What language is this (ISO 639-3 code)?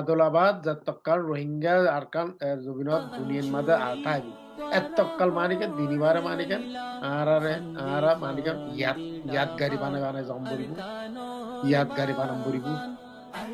rhg